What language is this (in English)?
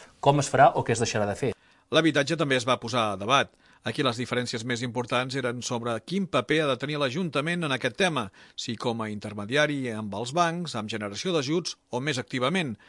Catalan